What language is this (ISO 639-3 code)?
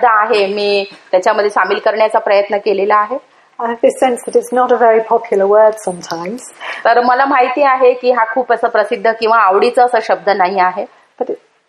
mar